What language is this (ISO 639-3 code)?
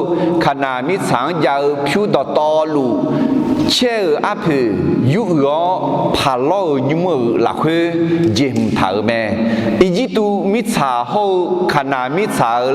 ahk